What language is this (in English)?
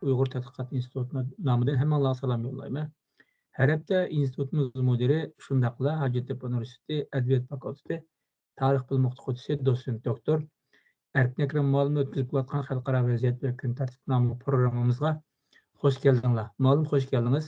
Uyghur